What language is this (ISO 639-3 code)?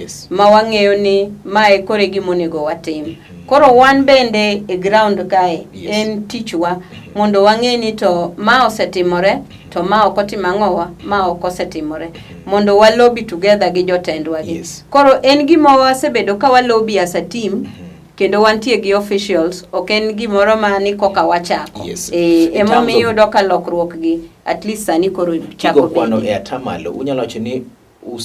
luo